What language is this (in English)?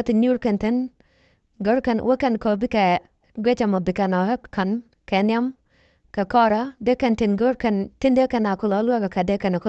Nuer